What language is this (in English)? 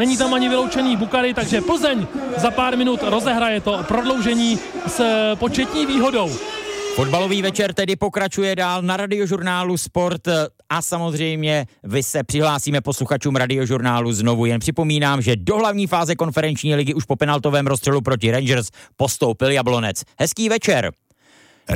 Czech